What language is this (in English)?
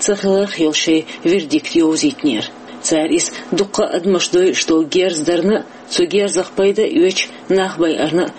Chechen